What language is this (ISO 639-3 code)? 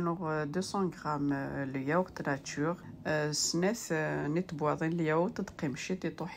kab